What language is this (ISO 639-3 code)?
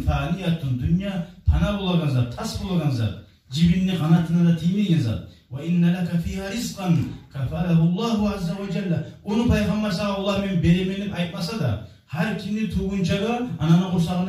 kum